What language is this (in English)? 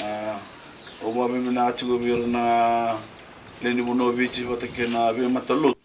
Fijian